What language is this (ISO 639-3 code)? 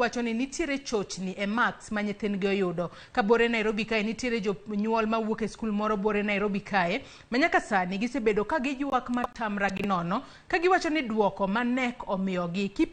luo